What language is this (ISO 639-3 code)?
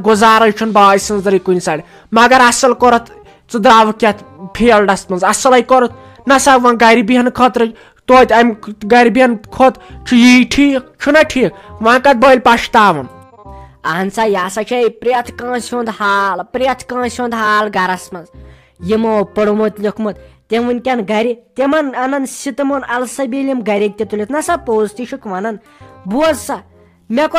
kas